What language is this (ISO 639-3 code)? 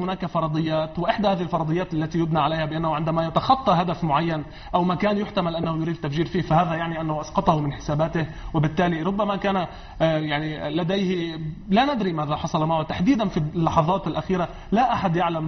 ara